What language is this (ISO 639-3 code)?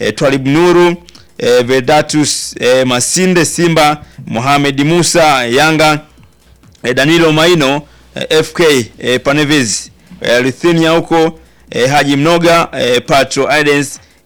swa